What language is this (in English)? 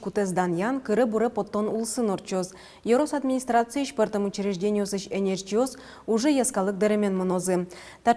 Udmurt